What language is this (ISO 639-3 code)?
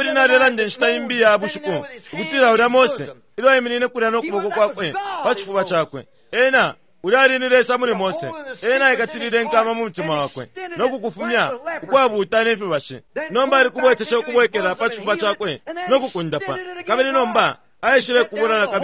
bem